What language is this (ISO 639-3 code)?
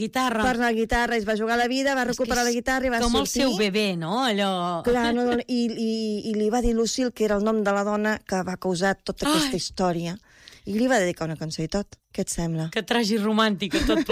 cat